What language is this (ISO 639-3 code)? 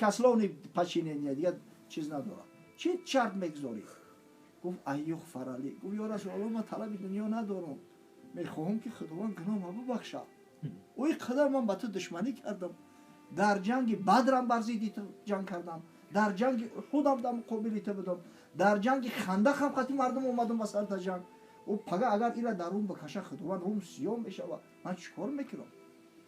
tgk